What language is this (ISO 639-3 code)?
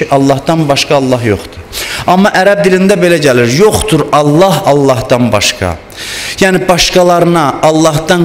aze